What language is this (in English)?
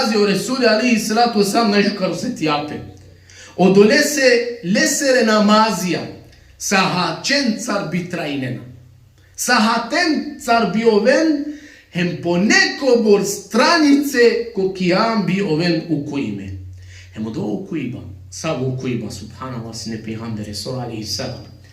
Balkan Romani